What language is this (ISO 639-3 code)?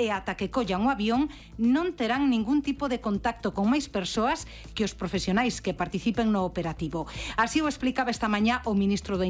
glg